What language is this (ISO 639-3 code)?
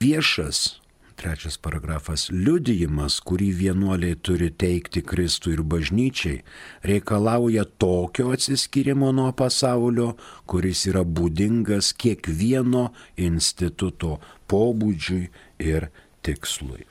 lit